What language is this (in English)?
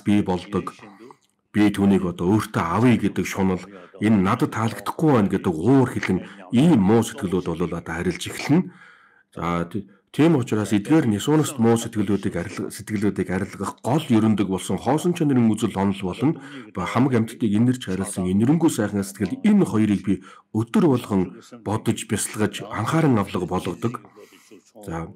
Mongolian